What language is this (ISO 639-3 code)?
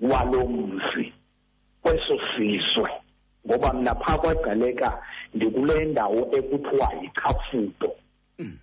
xho